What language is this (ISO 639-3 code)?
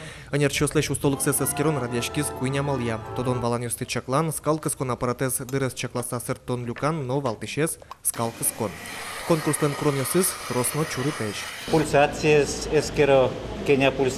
udm